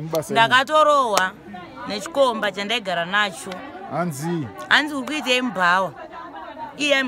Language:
Shona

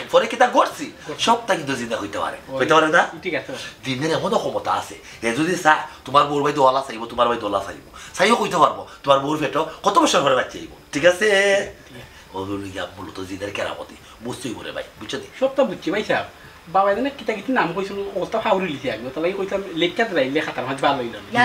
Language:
Sylheti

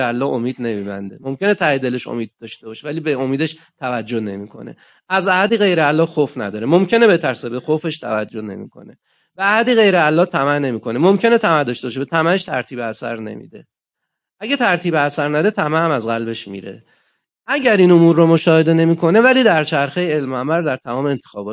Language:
Persian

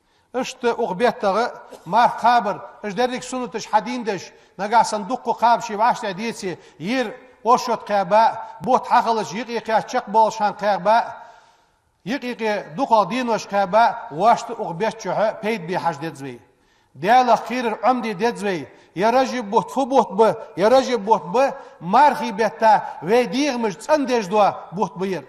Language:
Ingush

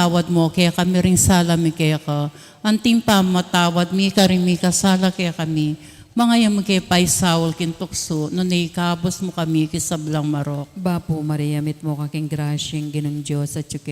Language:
Pampanga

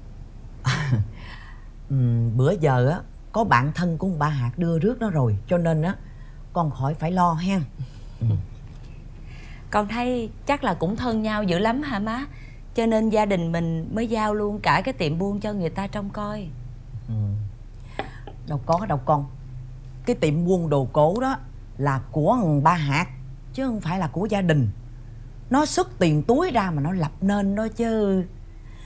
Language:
Vietnamese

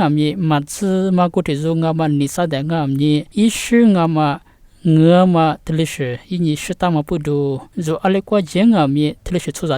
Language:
Lisu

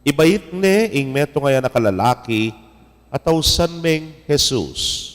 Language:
Pampanga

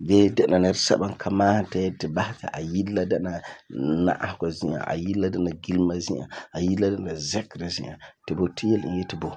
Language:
Frafra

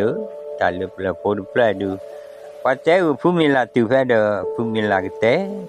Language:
S'gaw Karen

